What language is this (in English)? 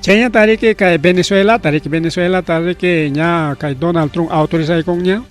Ayacucho Quechua